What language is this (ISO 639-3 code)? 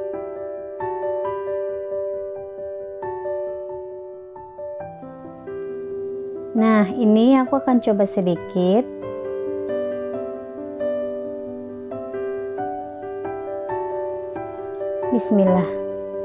ind